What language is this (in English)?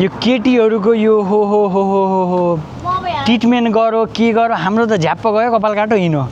Nepali